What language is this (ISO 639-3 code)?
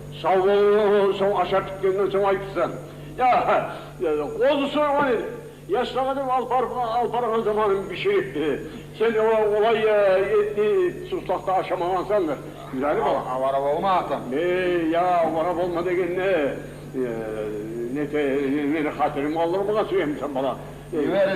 kum